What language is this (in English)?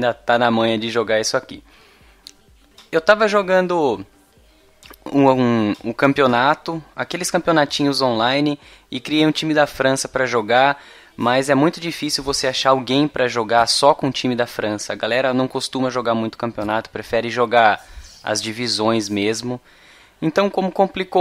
Portuguese